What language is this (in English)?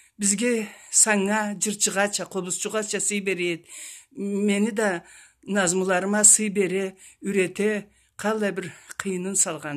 Karachay-Balkar